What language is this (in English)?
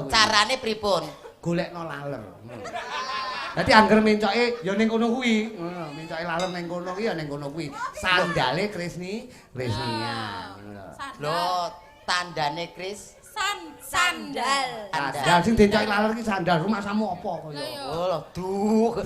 Javanese